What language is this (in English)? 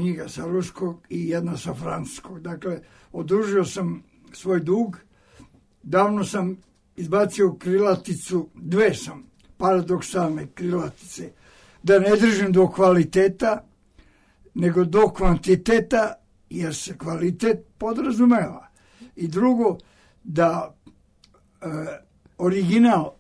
Serbian